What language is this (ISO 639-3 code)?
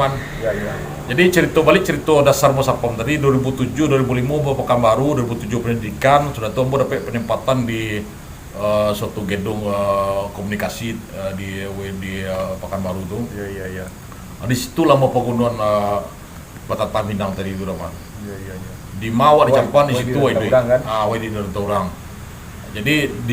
min